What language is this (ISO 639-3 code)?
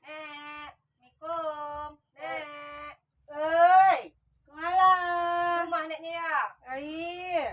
min